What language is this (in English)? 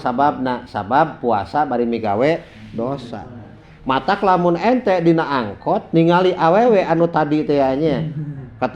Sundanese